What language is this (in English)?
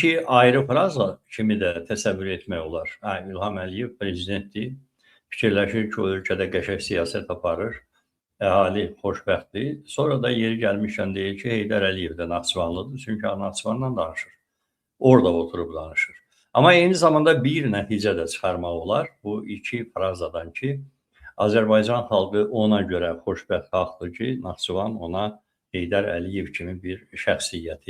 Azerbaijani